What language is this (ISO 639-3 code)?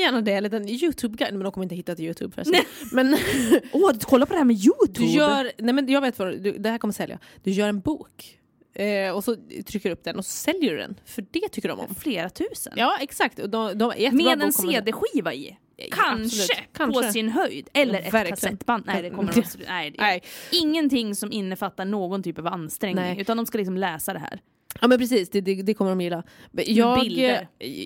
swe